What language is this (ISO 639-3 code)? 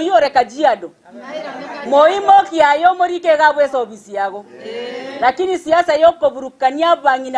guz